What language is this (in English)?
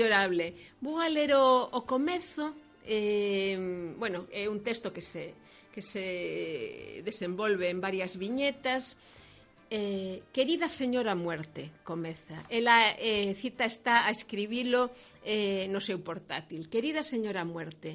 Galician